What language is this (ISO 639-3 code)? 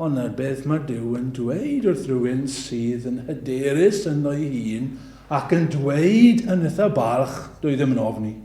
cym